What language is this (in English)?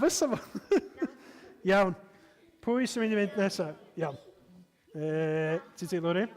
Welsh